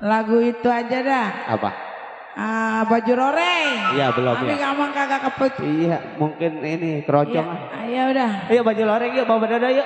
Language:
Betawi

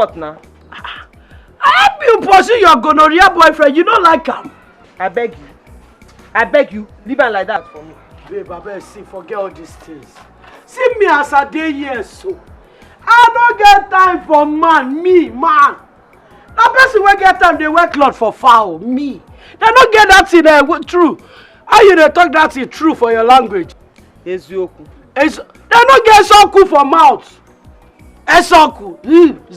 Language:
Nigerian Pidgin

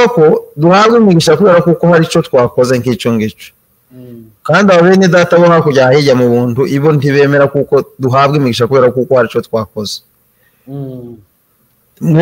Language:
Kinyarwanda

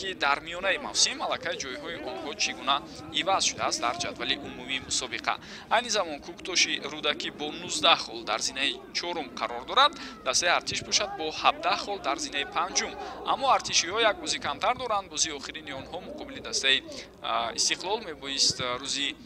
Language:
Tajik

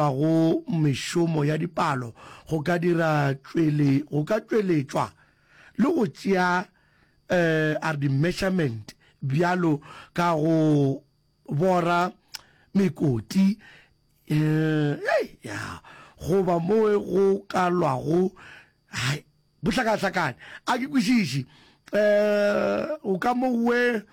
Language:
Northern Sotho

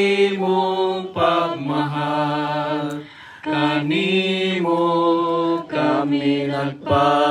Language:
Cebuano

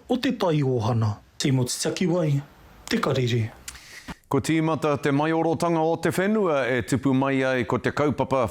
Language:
Māori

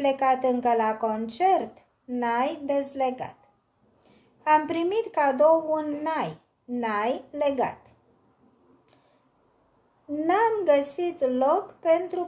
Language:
Romanian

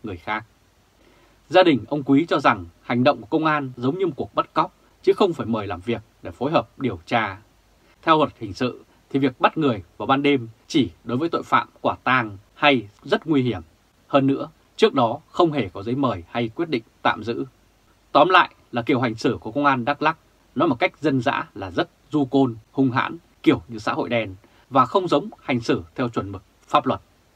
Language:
Vietnamese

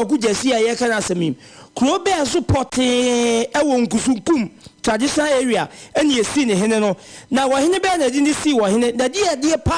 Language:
Akan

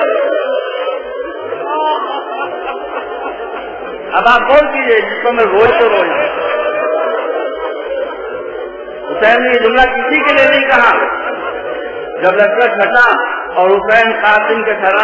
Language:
Urdu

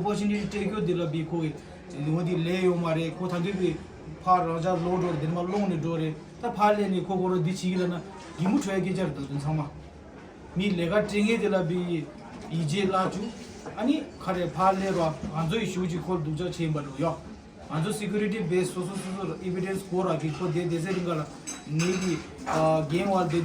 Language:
Tibetan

